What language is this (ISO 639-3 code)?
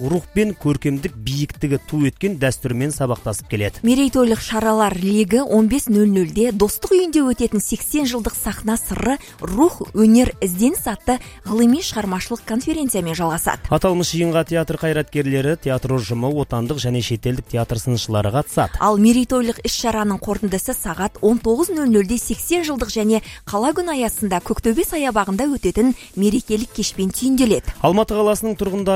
kaz